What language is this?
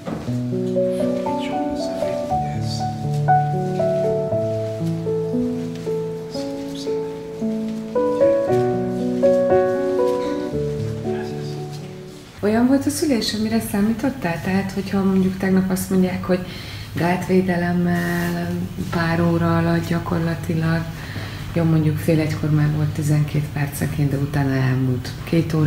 Hungarian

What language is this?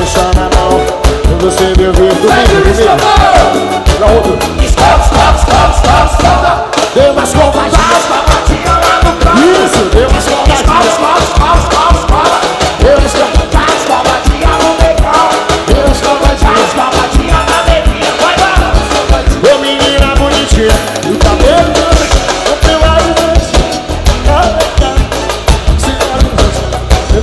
Portuguese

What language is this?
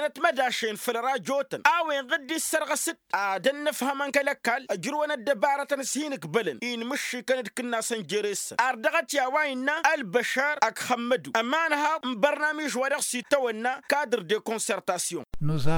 Tamasheq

